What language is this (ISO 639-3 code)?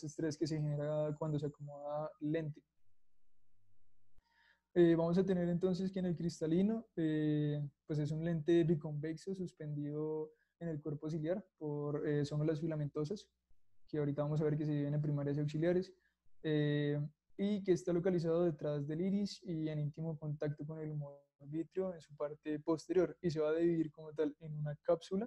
spa